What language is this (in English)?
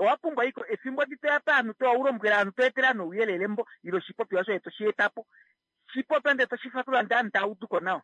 Kuanyama